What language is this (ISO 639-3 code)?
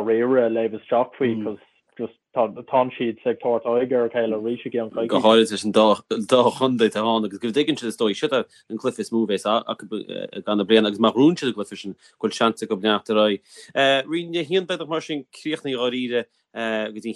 gle